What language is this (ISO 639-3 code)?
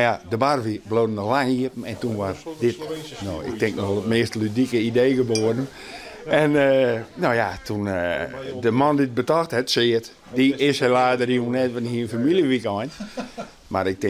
fry